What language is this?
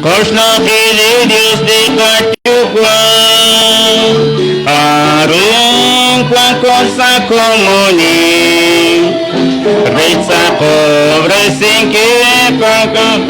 Kekchí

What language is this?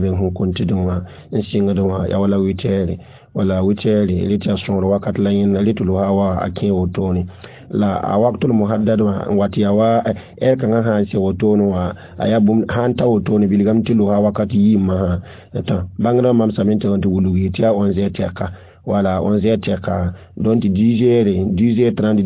Mossi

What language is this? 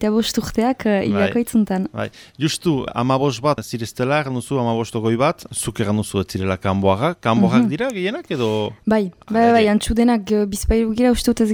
Basque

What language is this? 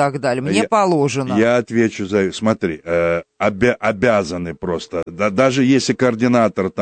Russian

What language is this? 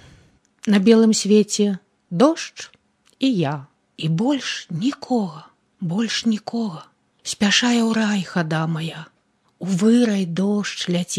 Belarusian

